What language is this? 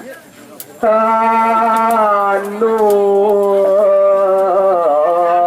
Balinese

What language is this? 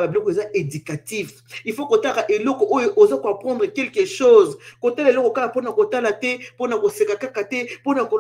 Lingala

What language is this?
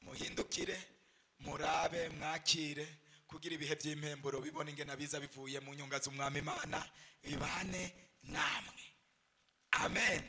Rundi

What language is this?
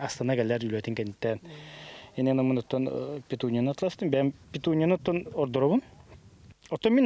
Yakut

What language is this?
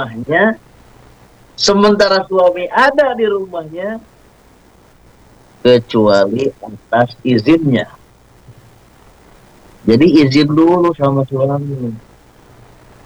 Indonesian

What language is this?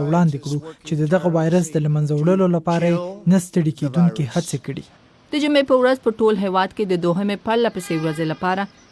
Pashto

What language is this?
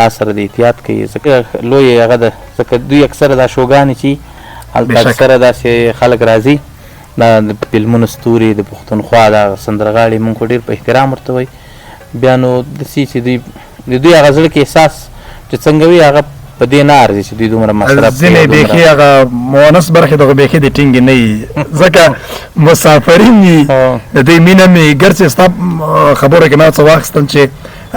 Pashto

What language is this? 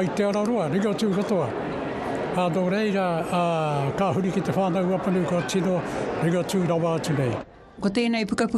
Māori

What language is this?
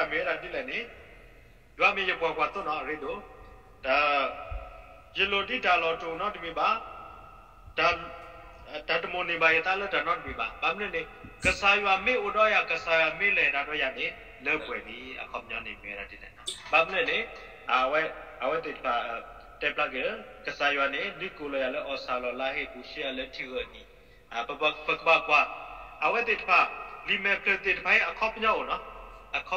S'gaw Karen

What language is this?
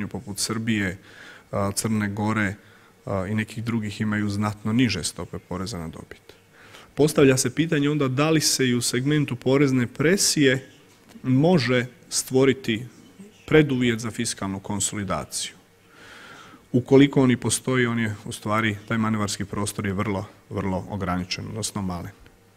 Croatian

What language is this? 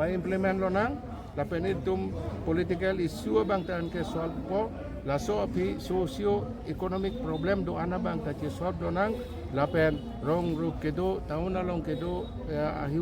Karbi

